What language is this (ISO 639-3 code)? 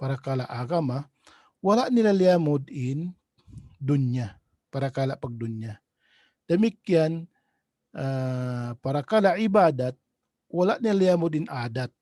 tsg